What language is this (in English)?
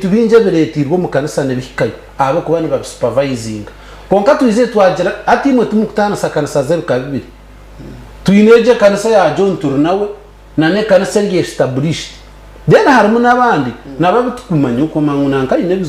Nyankole